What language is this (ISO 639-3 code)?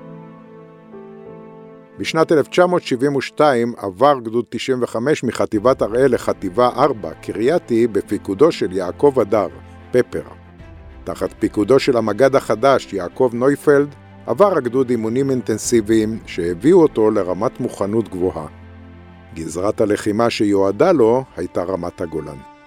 heb